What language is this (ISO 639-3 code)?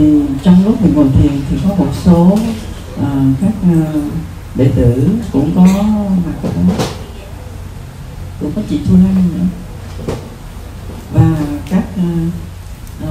vie